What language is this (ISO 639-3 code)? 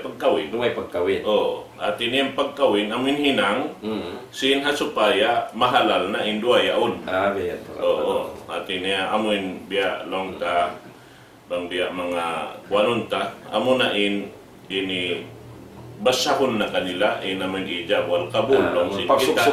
tsg